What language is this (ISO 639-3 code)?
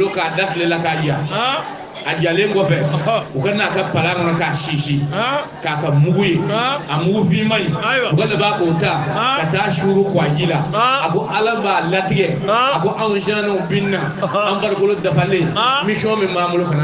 bam